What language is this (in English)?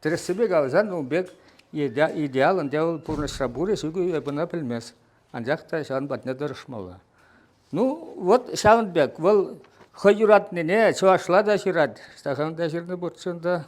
Chuvash